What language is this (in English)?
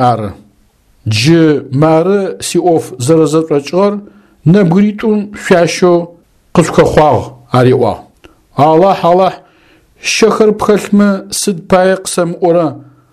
Adyghe